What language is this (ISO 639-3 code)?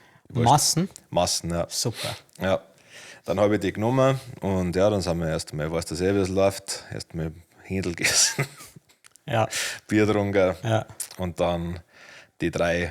bar